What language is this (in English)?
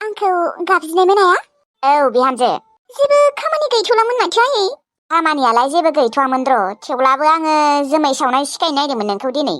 Bodo